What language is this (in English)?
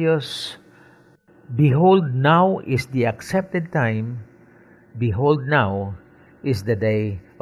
Hiligaynon